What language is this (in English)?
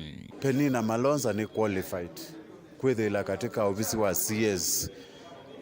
Kamba